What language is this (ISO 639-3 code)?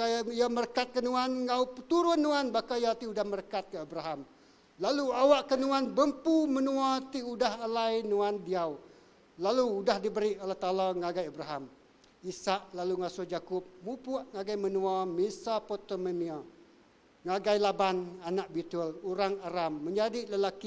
iba